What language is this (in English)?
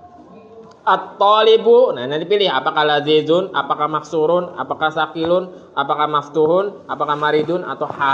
Indonesian